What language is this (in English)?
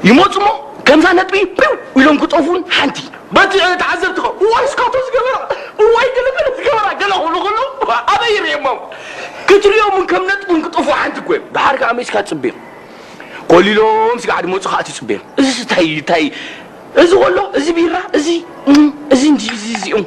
Tigrinya